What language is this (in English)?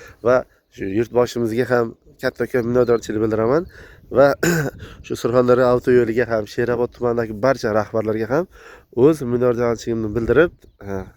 Uzbek